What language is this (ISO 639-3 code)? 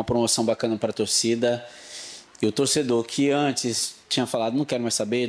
por